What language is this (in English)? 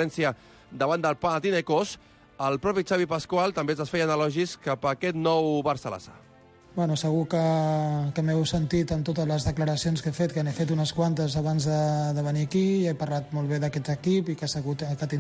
Catalan